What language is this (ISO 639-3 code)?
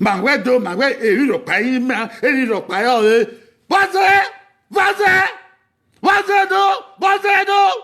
bin